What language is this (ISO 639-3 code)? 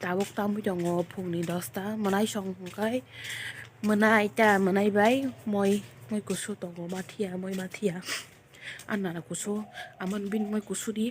trp